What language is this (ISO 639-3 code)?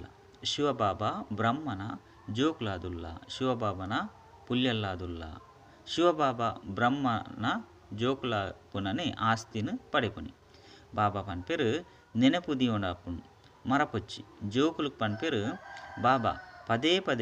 tcy